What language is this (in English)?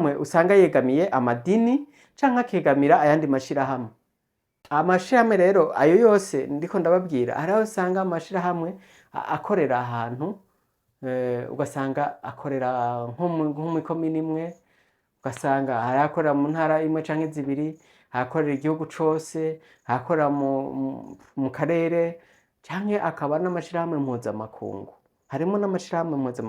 Rundi